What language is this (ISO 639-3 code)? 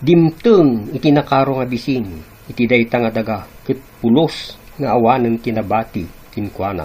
ilo